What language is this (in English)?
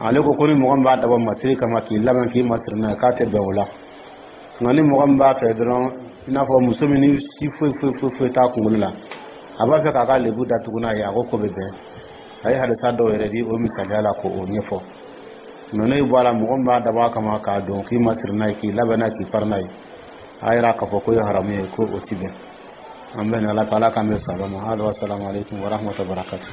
Dyula